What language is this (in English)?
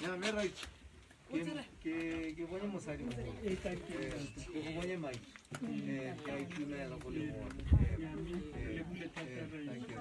Tswana